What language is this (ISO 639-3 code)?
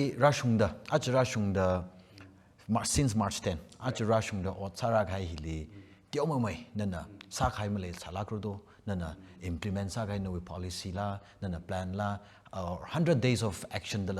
nmf